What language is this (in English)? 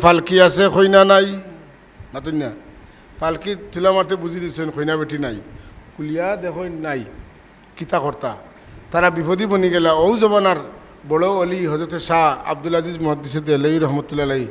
Sylheti